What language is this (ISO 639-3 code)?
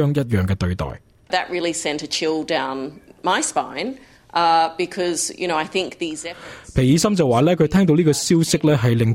yue